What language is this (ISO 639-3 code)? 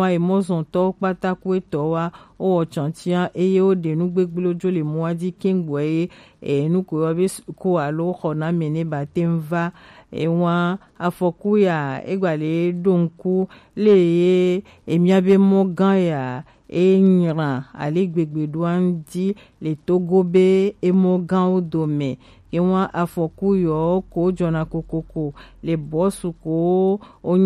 gej